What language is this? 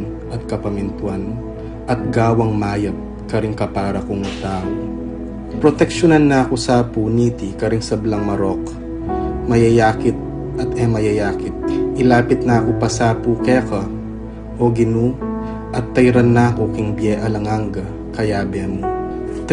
Pampanga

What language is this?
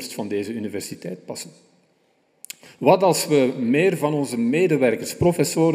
Dutch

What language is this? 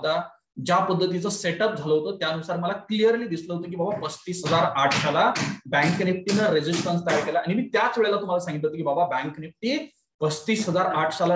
Marathi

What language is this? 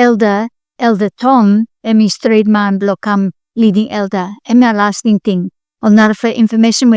Bislama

